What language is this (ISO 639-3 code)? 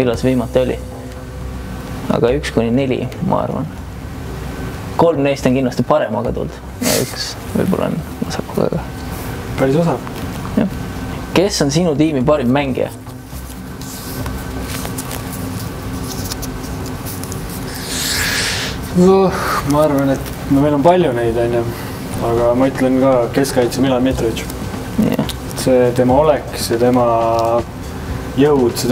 est